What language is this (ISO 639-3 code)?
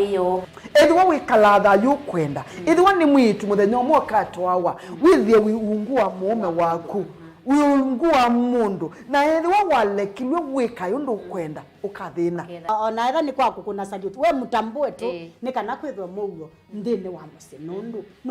kam